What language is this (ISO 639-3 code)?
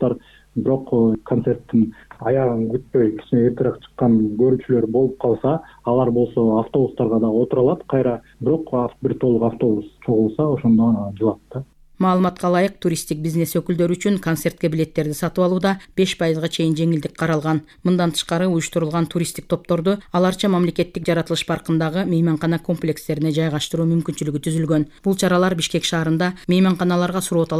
kir